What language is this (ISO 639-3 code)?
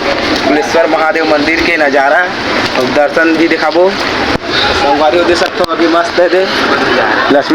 hne